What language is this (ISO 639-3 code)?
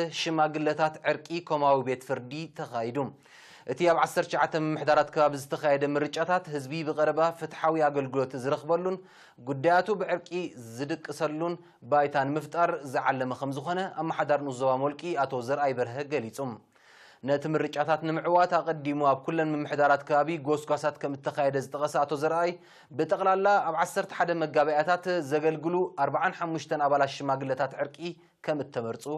tir